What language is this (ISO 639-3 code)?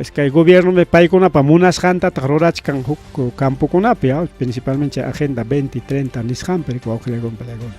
quy